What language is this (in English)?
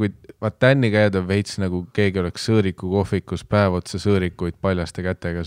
Estonian